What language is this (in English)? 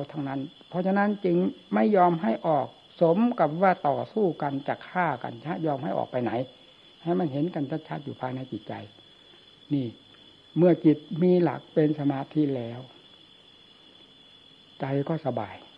Thai